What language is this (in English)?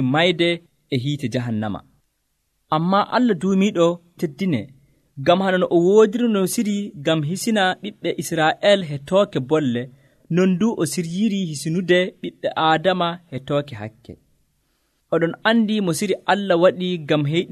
Nigerian Fulfulde